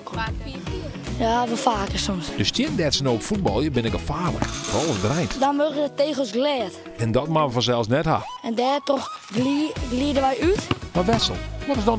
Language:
Western Frisian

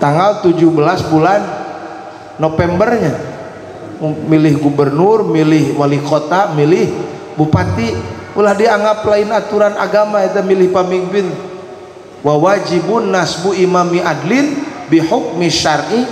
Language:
Sundanese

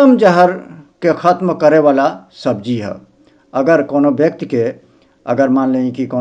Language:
Bhojpuri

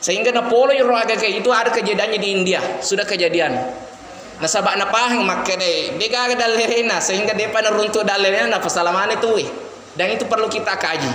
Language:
Buginese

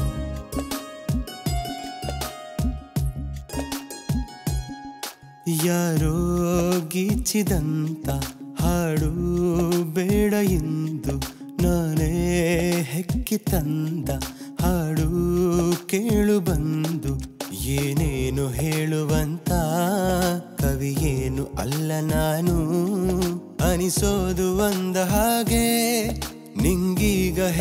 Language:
Kannada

